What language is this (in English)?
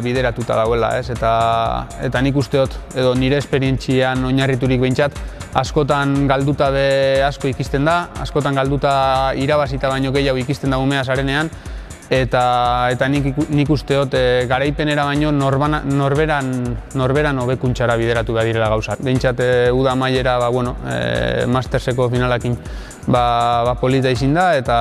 Basque